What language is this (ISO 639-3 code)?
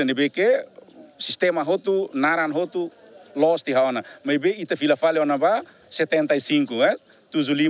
tet